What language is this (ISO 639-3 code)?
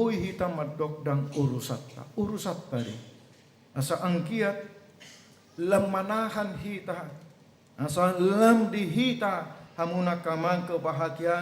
bbc